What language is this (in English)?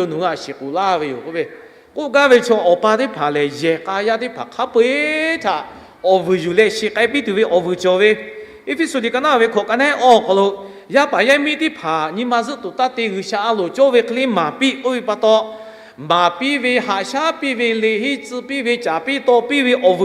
Lahu